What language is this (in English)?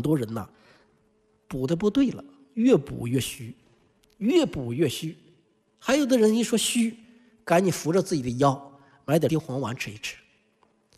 Chinese